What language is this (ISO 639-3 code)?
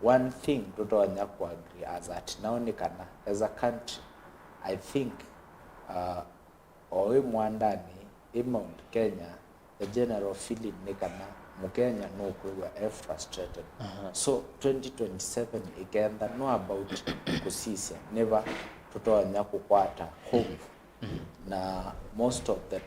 kam